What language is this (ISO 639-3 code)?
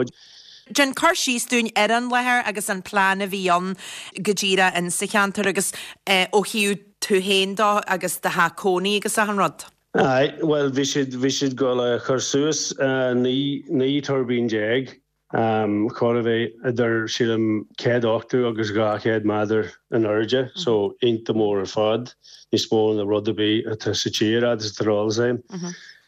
gle